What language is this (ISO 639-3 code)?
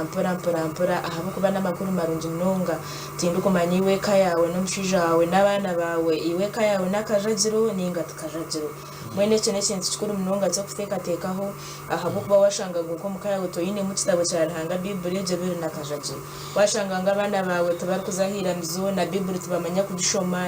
nyn